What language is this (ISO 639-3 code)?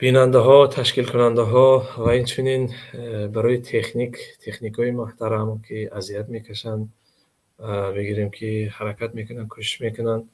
tgk